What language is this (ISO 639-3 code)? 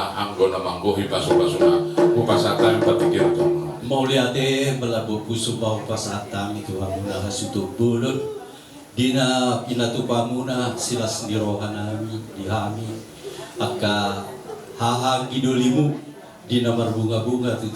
bbc